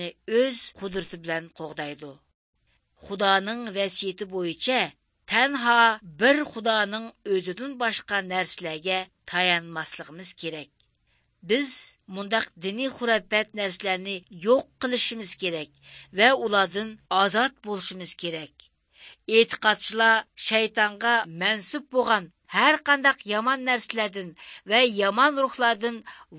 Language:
Uyghur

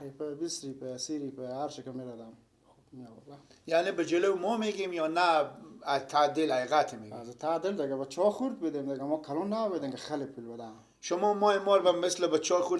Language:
Persian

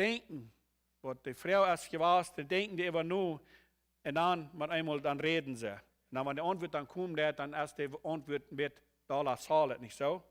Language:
Plautdietsch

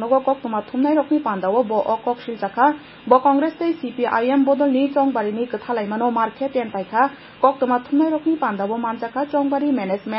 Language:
Kok Borok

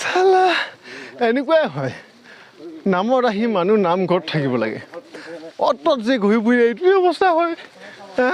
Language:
Assamese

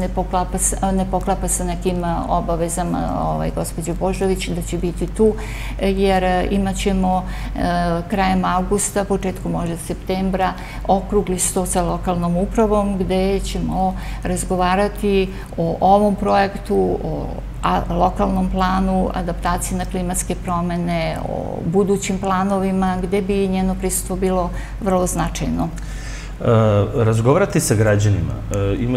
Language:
Serbian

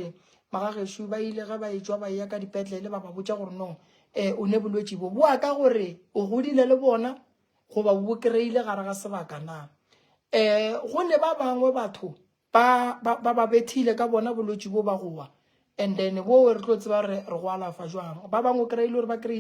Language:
Northern Sotho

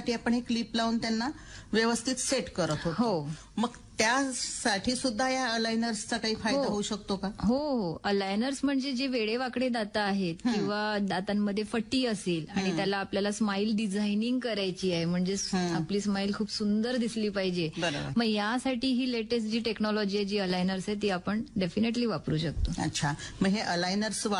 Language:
Marathi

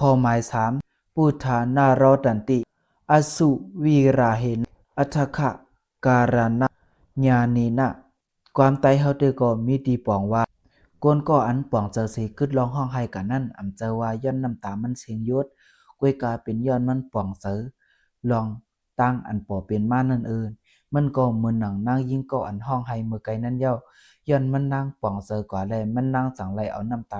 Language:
Shan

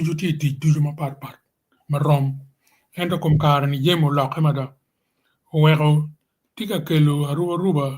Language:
Acoli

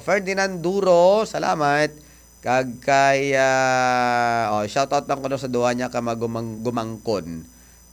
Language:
Hiligaynon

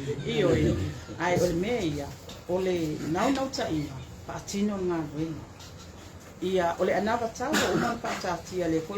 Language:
Samoan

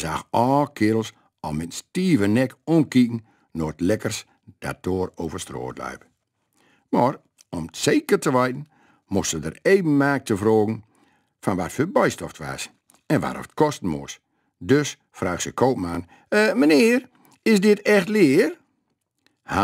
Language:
Gronings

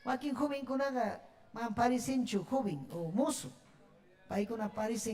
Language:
Ayacucho Quechua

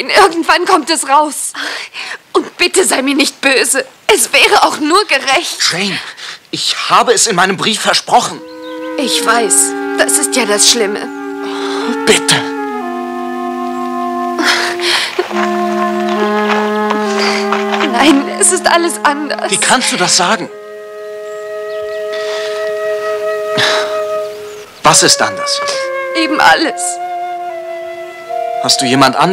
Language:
German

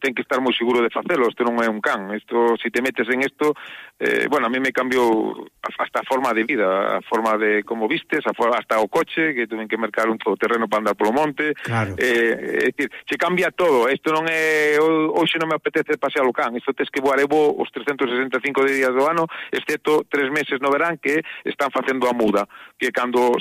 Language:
Galician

